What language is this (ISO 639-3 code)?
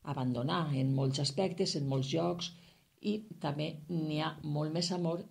cat